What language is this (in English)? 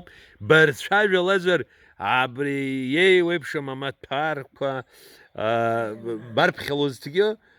Abkhazian